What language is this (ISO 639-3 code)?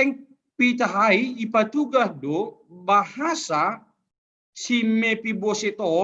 bts